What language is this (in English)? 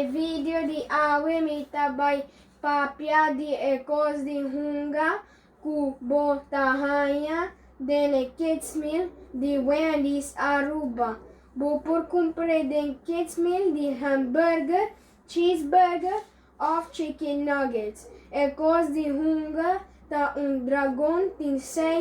Papiamento